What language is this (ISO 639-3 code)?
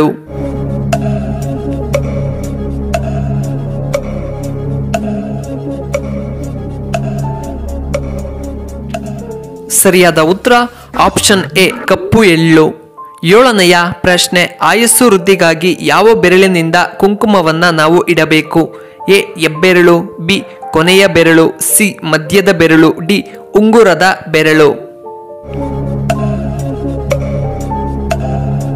kan